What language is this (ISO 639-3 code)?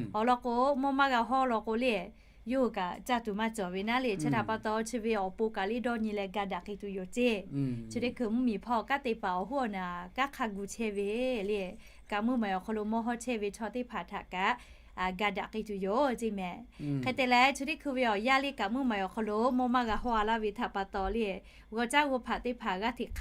lhu